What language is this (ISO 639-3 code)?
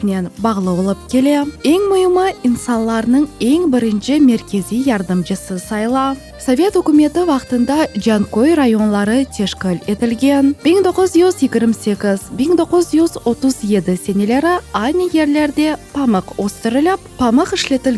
crh